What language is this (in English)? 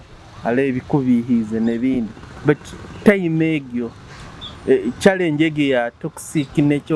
Nyoro